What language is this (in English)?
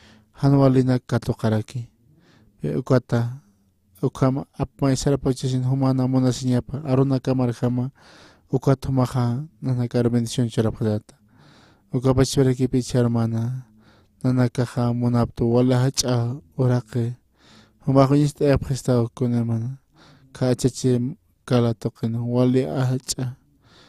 Aymara